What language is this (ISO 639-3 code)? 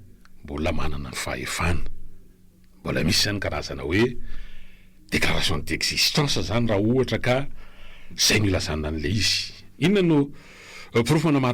mlg